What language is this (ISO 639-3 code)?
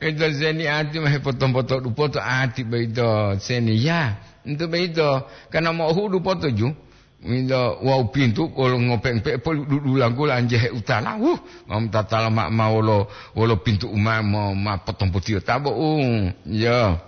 gor